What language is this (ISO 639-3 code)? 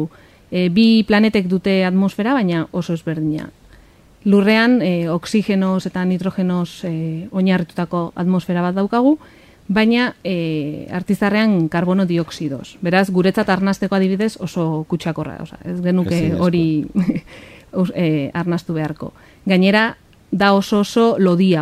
eus